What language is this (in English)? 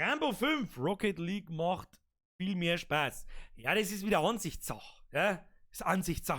Bavarian